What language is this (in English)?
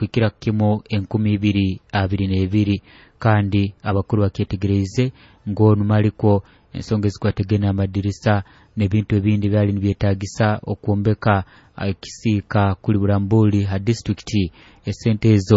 Nyoro